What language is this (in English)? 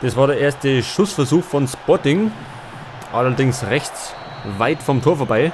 Bavarian